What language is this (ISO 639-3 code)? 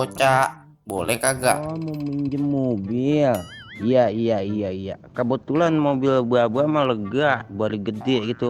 bew